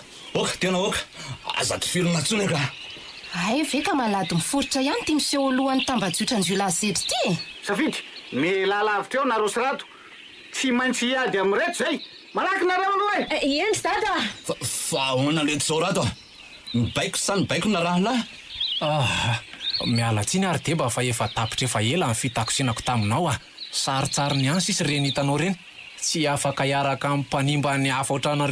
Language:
Malagasy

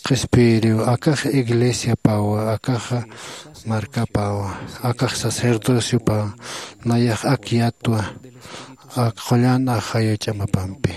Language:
Aymara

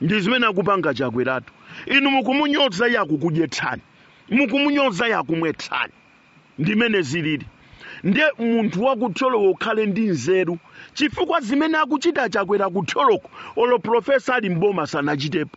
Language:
Nyanja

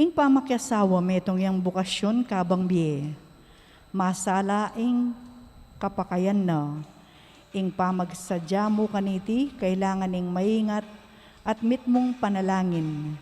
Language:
Pampanga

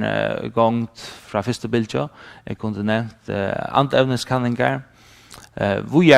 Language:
Faroese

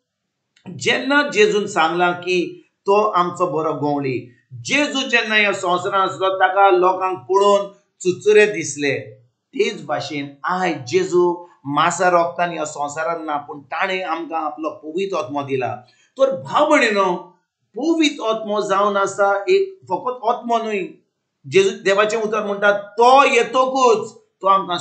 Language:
Konkani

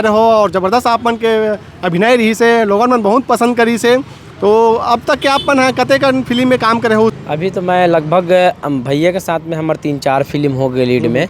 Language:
Chhattisgarhi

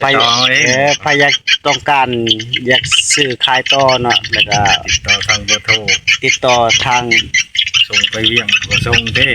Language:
Northeastern Thai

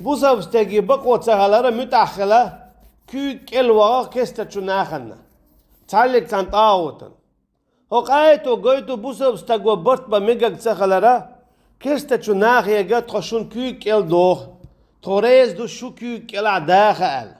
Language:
Chechen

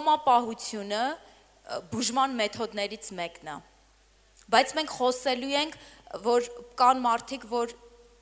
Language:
Armenian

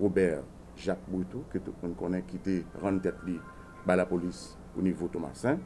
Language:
Haitian Creole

